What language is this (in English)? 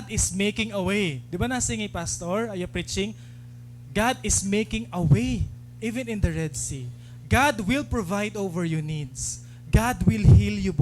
Waray